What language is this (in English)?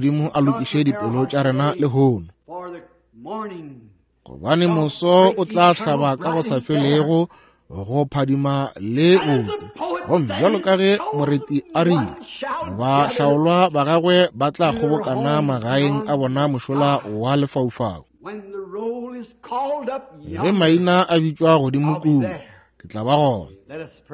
Northern Sotho